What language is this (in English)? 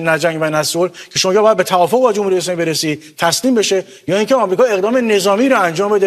Persian